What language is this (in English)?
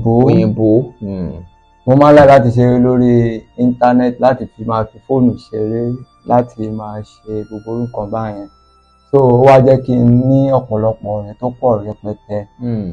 Yoruba